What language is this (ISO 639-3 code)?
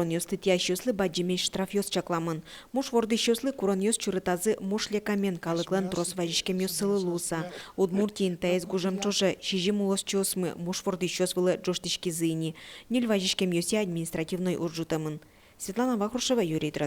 udm